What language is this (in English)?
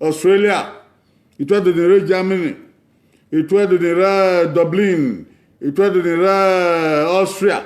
Bini